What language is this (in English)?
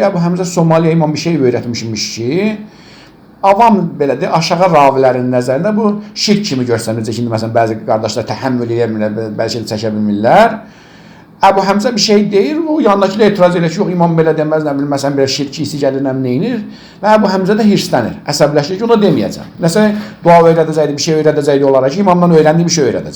Azerbaijani